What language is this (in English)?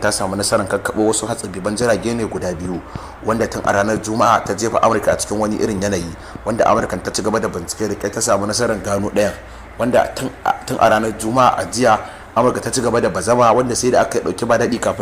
Hausa